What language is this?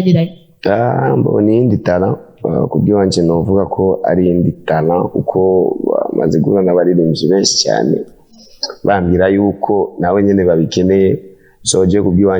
Rundi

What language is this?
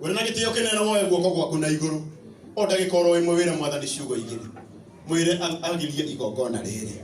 Kikuyu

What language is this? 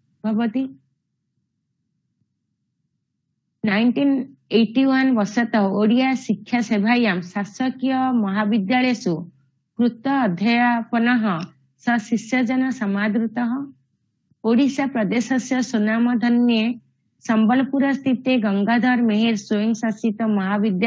Sanskrit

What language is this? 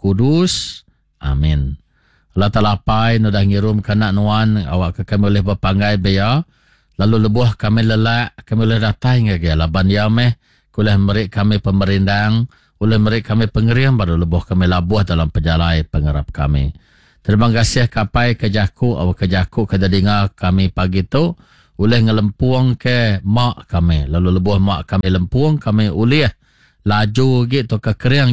Iban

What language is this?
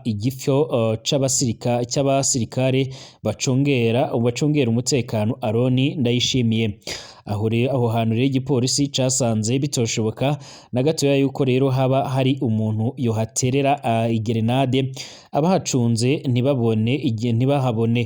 Rundi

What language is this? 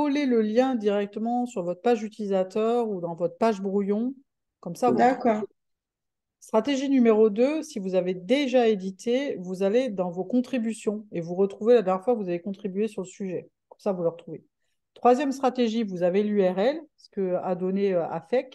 French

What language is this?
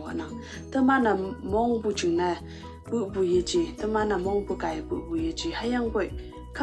Konyak Naga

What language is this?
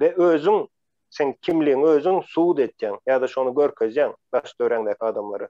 Turkmen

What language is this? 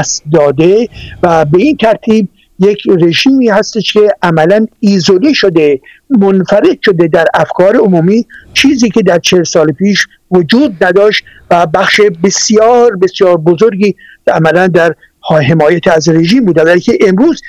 Persian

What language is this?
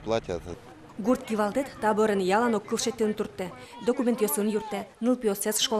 Udmurt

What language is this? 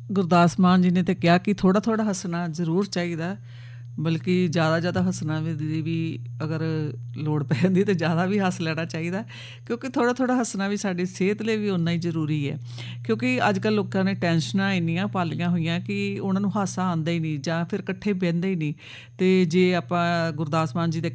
Punjabi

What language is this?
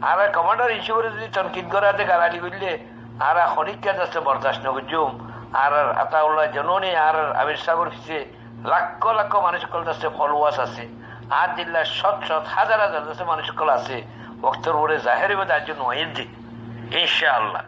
Rohingya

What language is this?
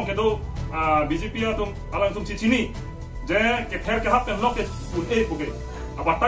Karbi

